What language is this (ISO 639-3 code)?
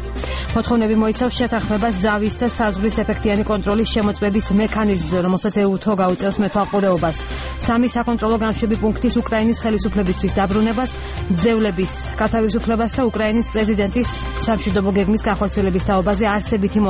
kat